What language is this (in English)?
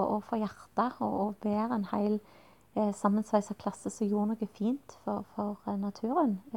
Norwegian